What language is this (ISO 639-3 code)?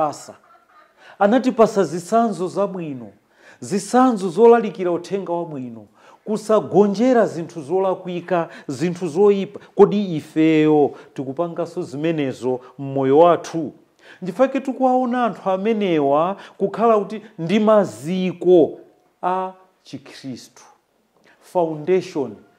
nya